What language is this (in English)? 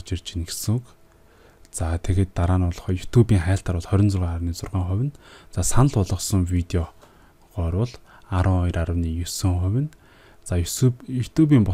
Mongolian